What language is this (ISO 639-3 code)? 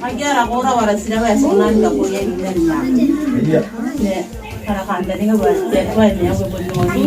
gil